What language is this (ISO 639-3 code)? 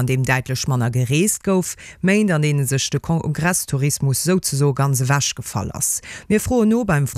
ltz